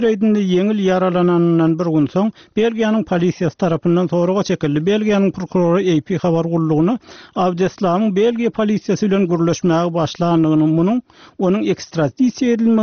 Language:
Turkmen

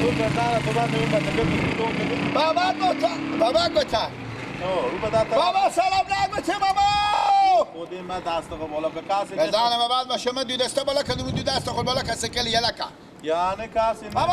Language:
Persian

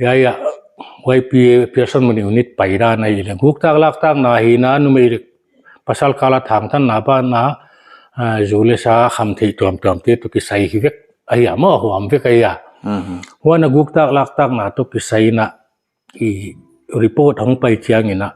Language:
Paite Chin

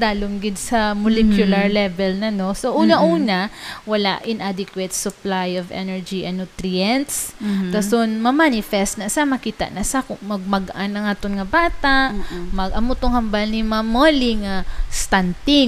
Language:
Hiligaynon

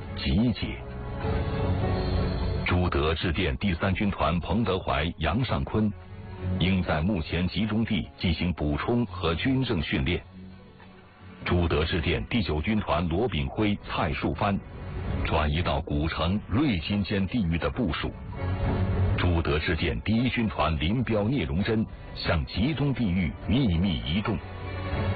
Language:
Chinese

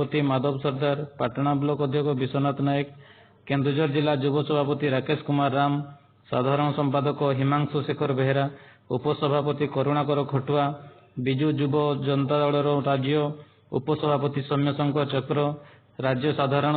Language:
Odia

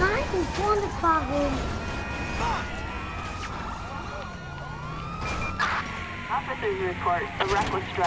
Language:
German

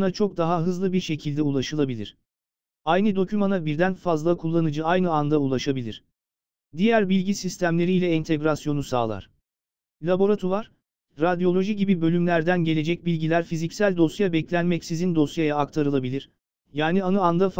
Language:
Turkish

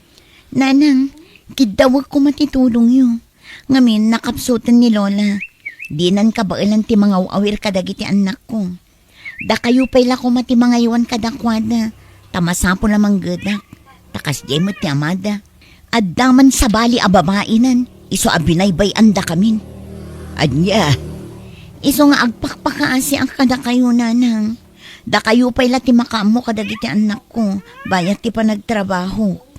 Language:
Iloko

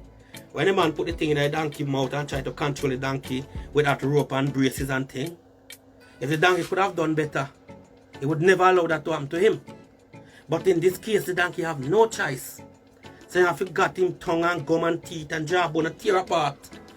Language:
Jamaican Creole English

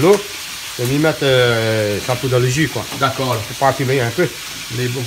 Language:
Réunion Creole French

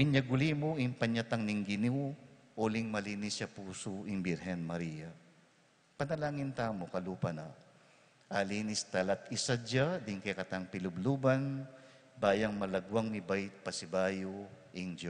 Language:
Pampanga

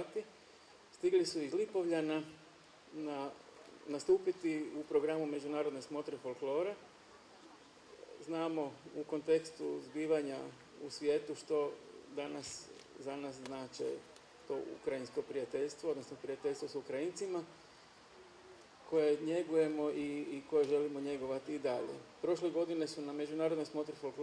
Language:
Croatian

